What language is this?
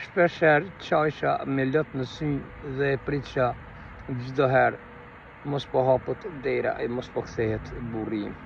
Albanian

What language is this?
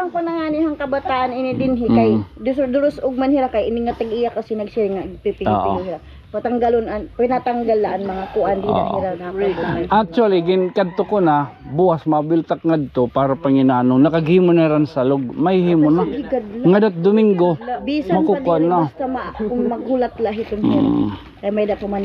Waray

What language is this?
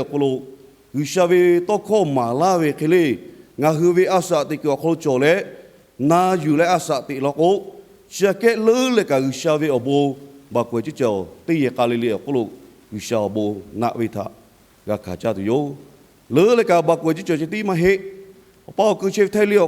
Lahu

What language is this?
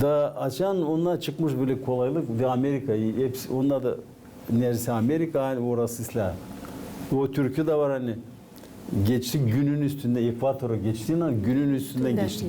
Gagauz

